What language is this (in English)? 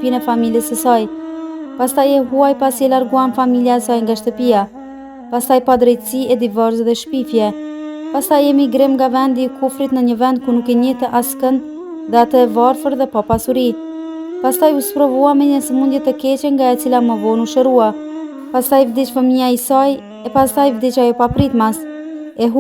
Albanian